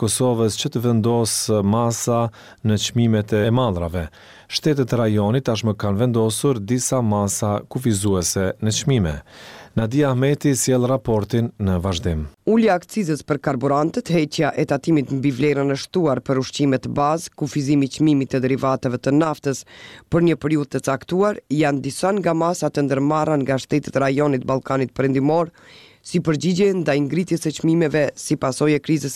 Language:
Albanian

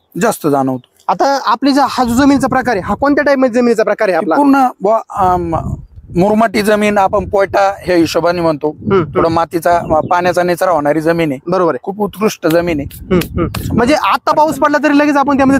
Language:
Marathi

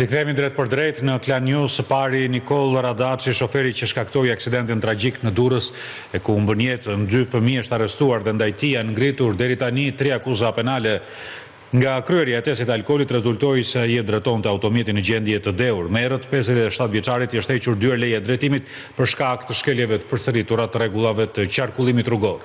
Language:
Albanian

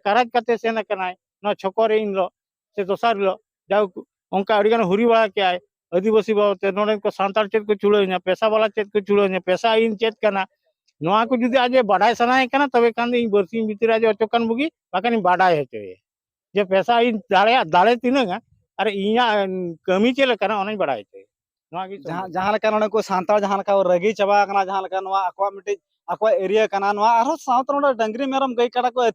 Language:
Santali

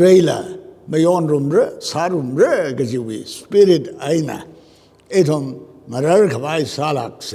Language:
Tangkhul Naga (India)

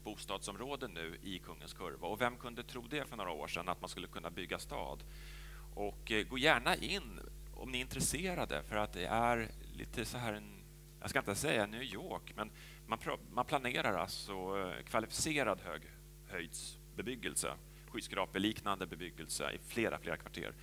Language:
Swedish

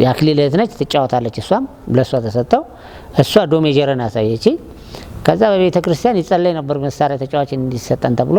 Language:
Amharic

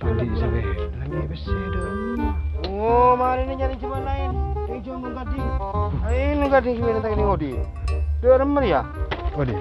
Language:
Madurese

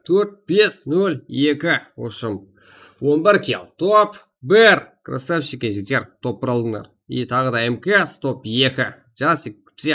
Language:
Kara-Kalpak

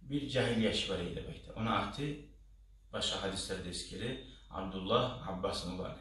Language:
Kumyk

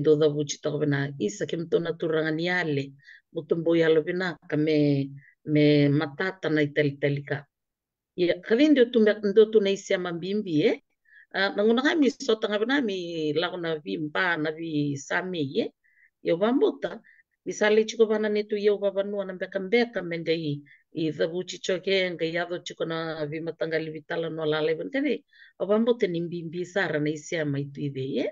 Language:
Fijian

